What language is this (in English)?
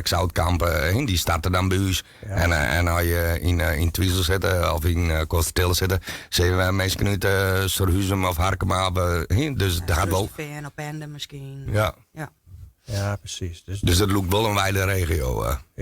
Western Frisian